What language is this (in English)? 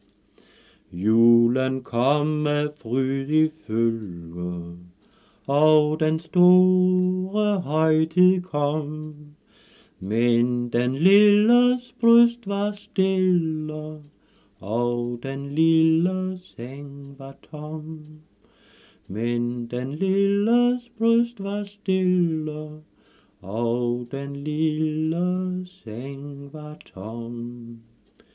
Danish